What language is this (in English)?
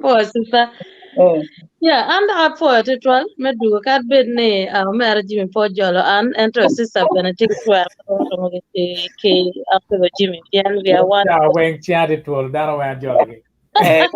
Acoli